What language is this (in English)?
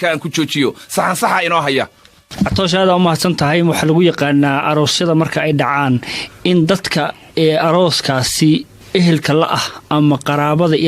Somali